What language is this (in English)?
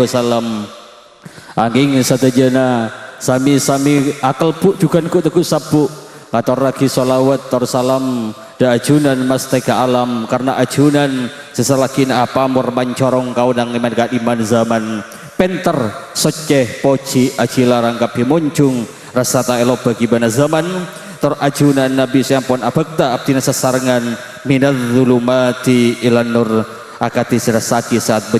Madurese